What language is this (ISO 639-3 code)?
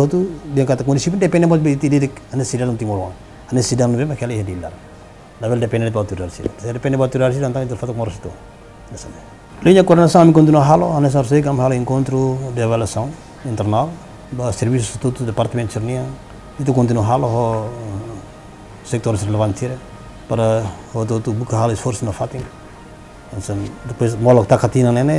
tet